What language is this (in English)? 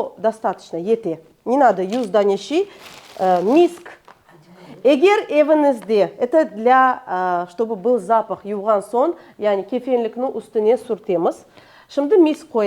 Crimean Tatar